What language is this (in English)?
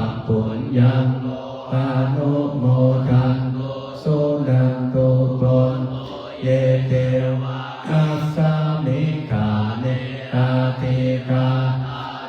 Pali